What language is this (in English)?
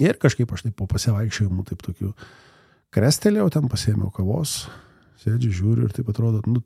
Lithuanian